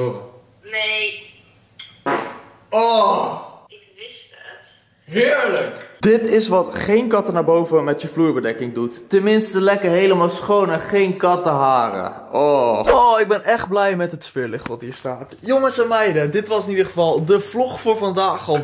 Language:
Dutch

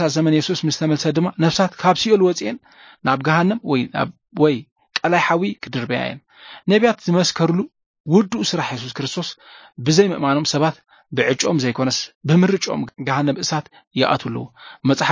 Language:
Tigrinya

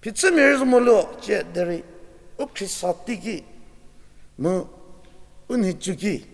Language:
Angami Naga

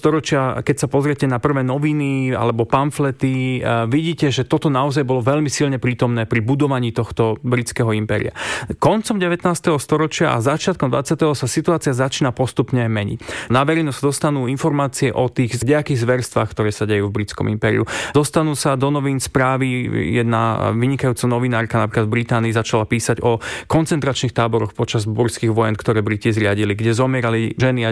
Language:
Slovak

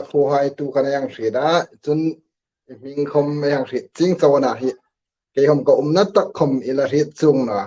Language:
Hmar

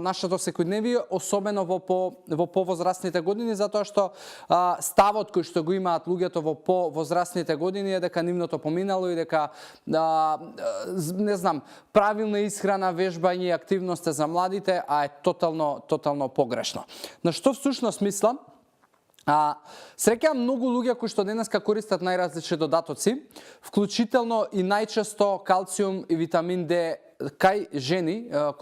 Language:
Macedonian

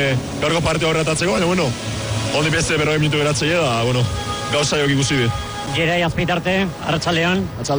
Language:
Basque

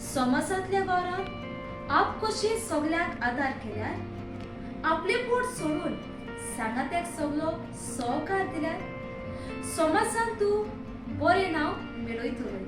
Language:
Konkani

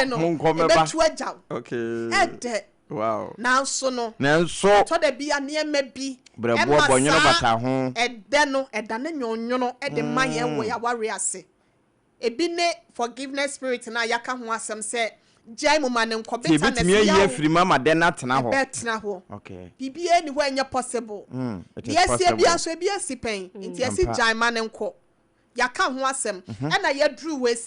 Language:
Akan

